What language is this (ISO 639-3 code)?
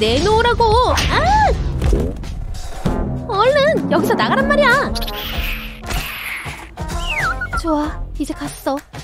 kor